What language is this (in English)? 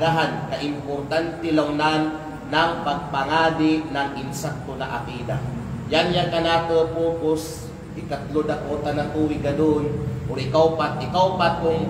Kalagan